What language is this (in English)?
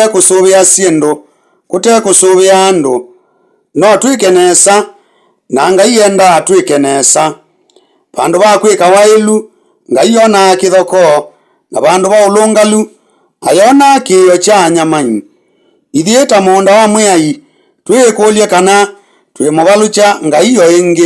Kamba